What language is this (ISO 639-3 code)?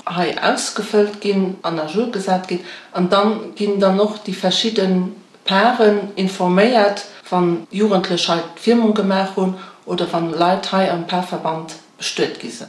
ltz